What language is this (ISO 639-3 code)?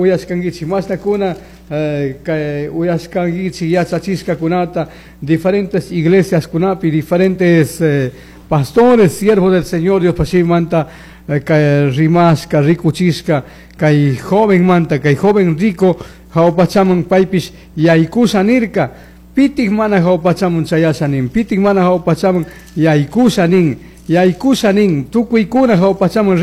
qug